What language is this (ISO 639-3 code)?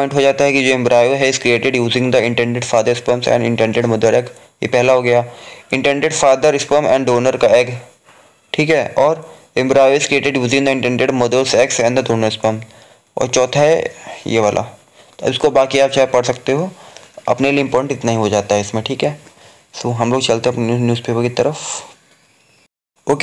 hin